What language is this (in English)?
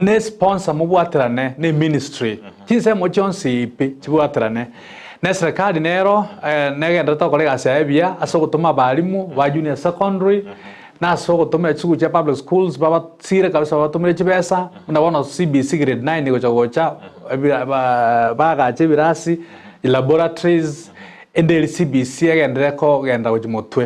Gusii